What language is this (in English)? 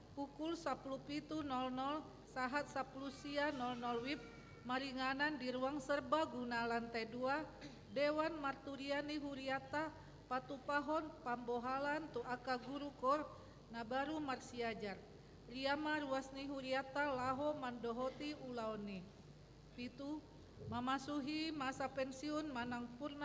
Batak Toba